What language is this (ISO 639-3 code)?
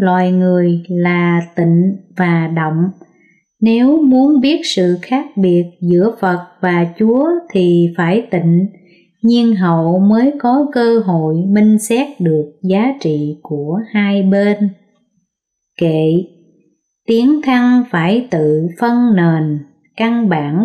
vie